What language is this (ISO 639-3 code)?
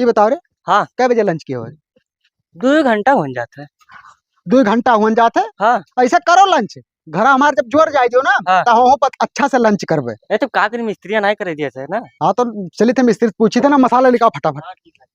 awa